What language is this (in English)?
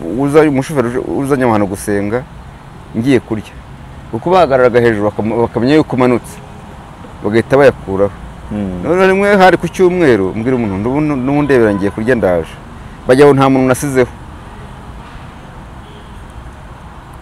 Kinyarwanda